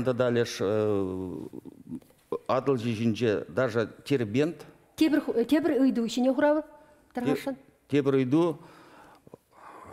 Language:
Chuvash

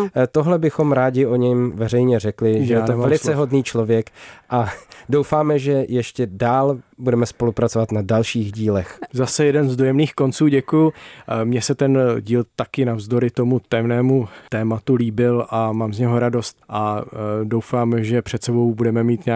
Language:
Czech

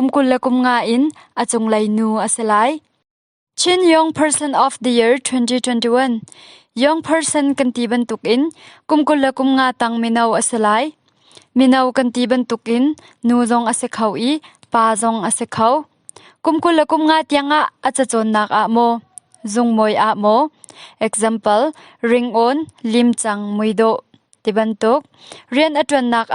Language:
Hakha Chin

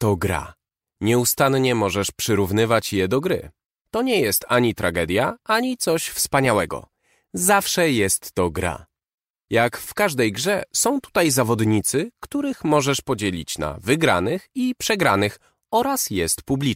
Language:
Polish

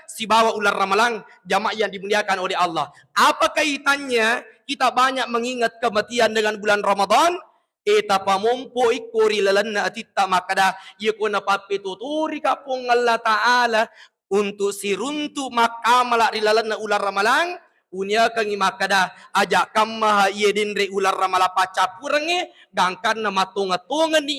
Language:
Buginese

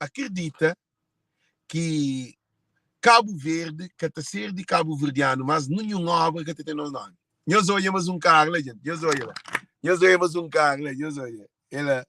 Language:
Kabuverdianu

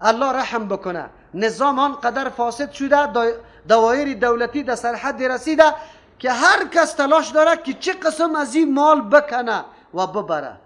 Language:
Persian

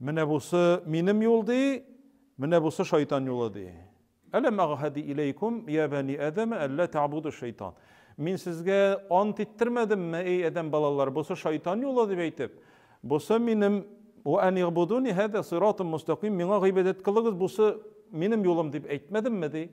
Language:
Tatar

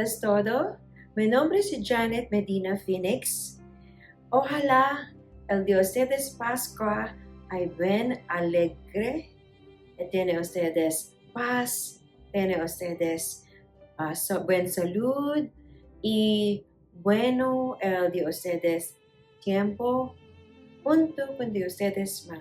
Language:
Chavacano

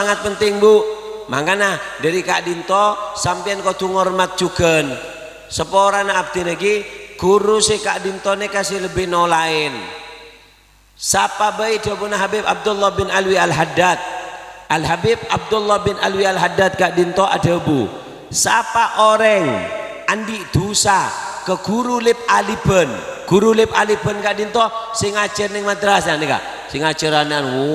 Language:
Madurese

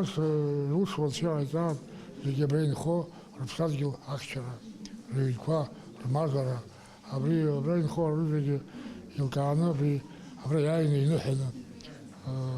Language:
Abkhazian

